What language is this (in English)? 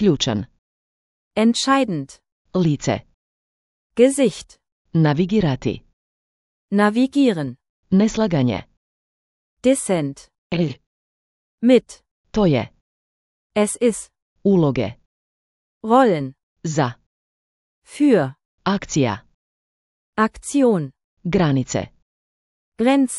Slovenian